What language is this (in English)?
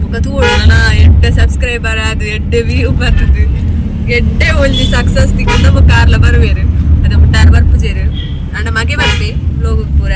Tulu